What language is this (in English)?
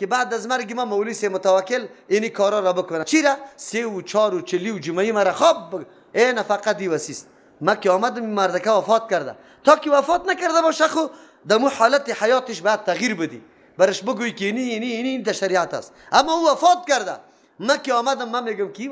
Persian